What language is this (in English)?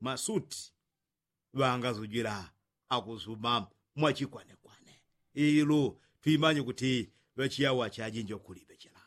Yao